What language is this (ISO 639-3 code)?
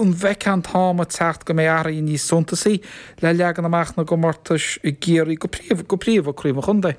gle